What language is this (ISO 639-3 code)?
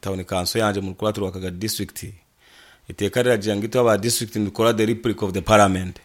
nyn